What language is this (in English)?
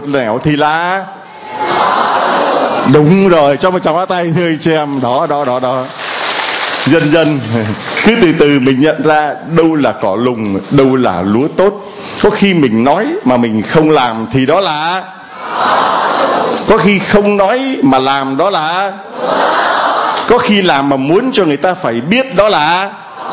Vietnamese